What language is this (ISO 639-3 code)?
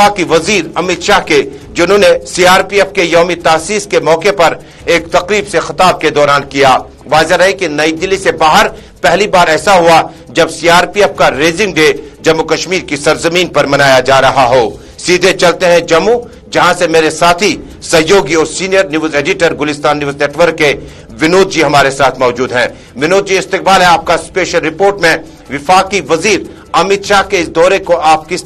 urd